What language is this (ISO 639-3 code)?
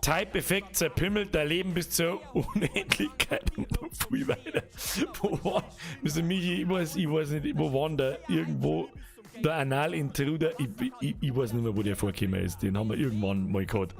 bar